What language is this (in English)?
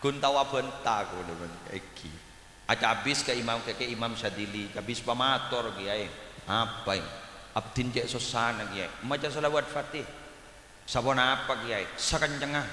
Madurese